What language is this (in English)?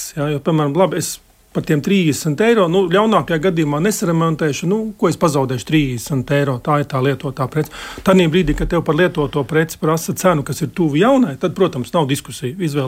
Latvian